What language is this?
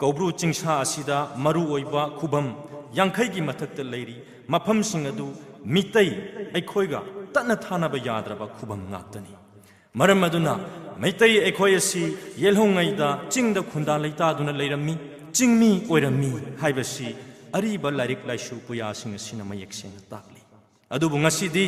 Manipuri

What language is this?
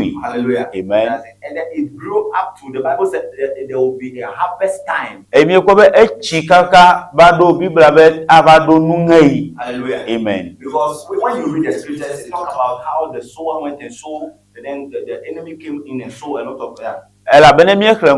Ewe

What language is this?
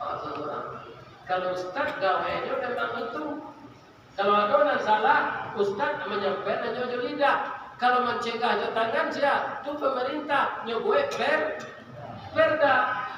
Minangkabau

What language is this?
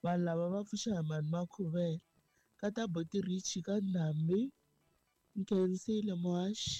Tsonga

